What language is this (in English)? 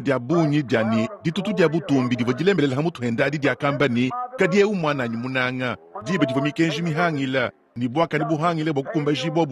Luba-Lulua